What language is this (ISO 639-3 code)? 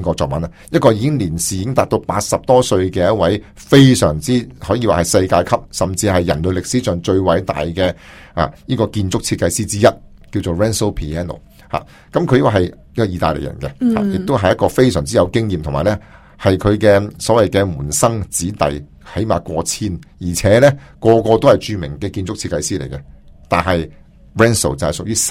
yue